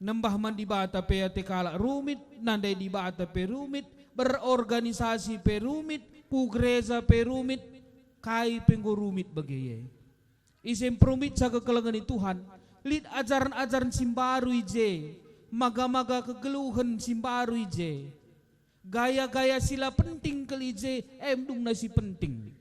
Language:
Batak Karo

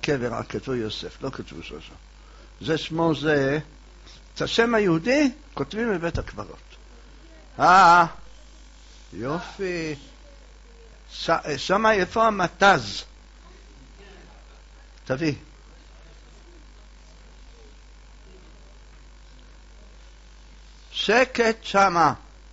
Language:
Hebrew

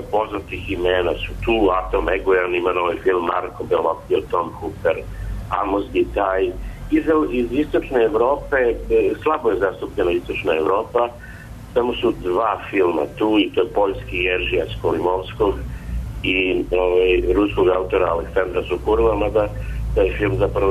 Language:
Serbian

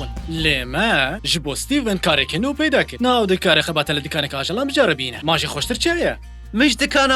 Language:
Kurdish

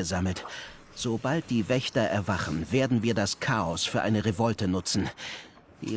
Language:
Swiss German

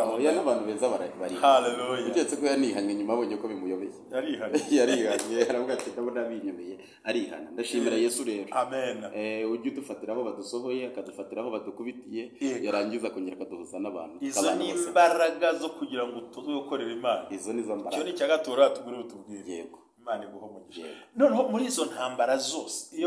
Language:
Kinyarwanda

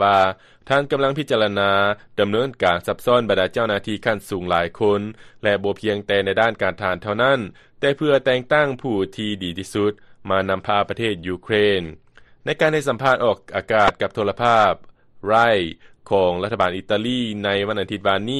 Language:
Lao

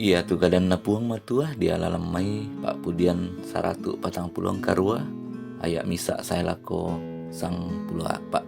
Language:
Toraja-Sa'dan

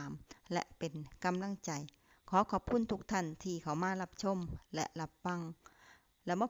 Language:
Lao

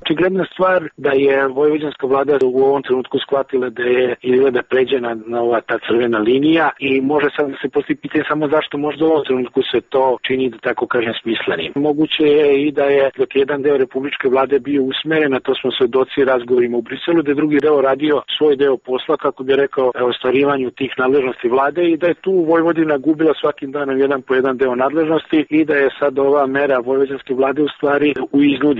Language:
Serbian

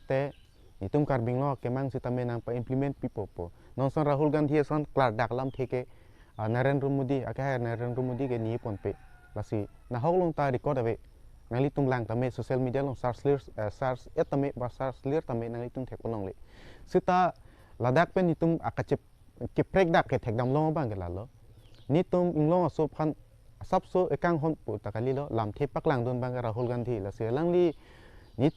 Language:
Karbi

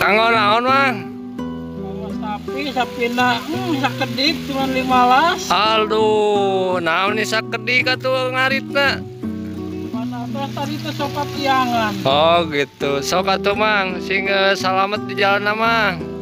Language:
Sundanese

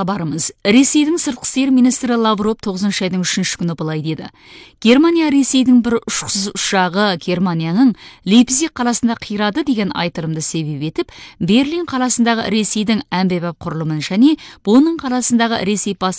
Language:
Kazakh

